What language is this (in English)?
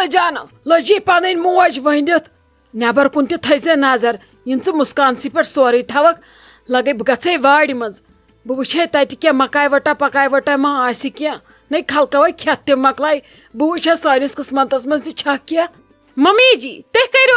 Kashmiri